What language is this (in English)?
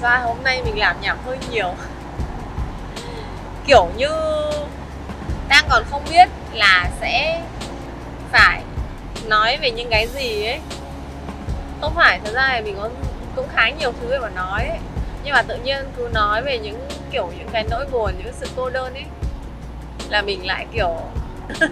Vietnamese